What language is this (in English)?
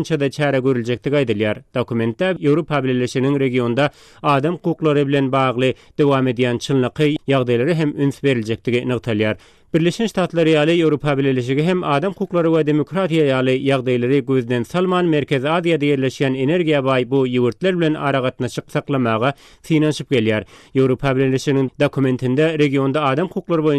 Turkmen